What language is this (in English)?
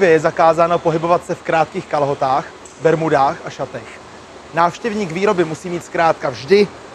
Czech